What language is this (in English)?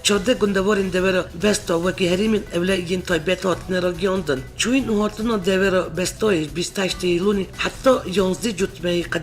Kurdish